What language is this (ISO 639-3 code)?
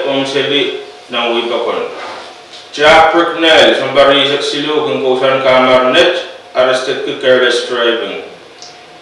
pon